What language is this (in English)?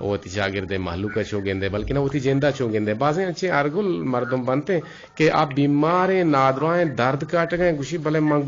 Eastern Balochi